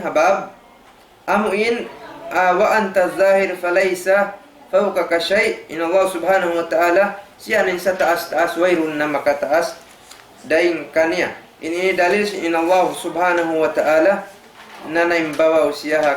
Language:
Tausug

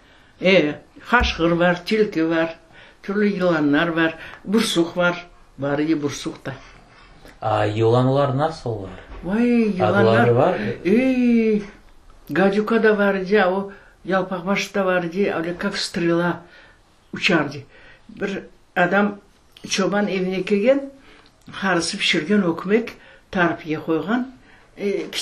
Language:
Crimean Tatar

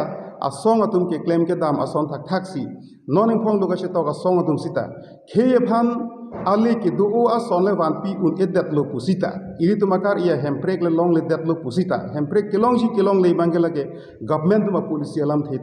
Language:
Karbi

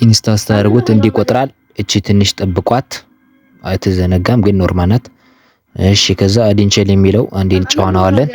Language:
Amharic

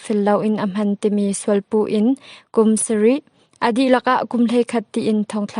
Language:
Hakha Chin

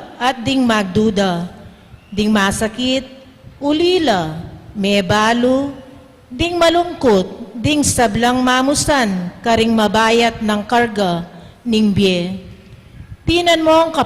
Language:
Pampanga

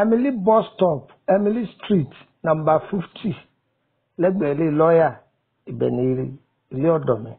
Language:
Yoruba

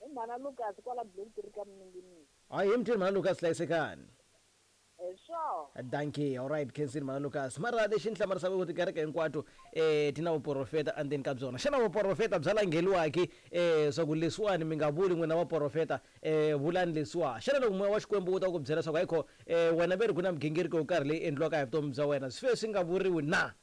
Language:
Tsonga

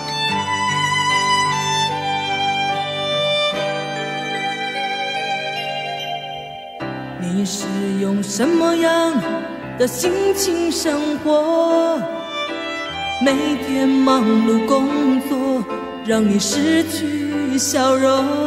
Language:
Chinese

